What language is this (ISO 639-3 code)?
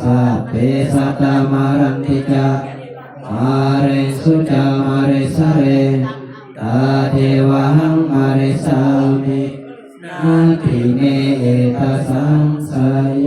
tts